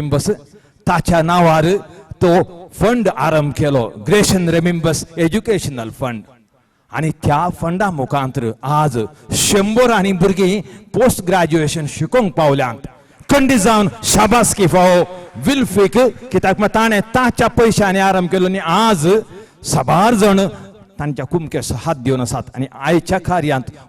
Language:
Konkani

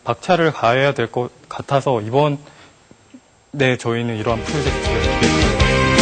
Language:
Korean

